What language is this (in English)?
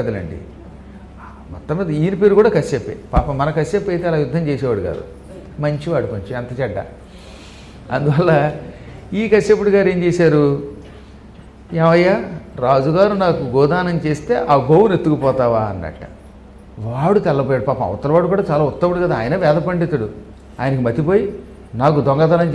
Telugu